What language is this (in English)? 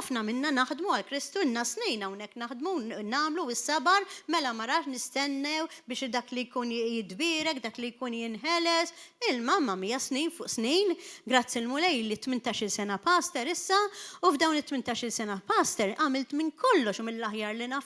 Maltese